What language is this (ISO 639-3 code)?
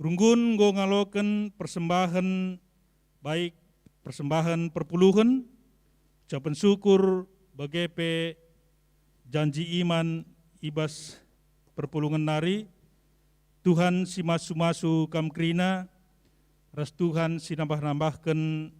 btx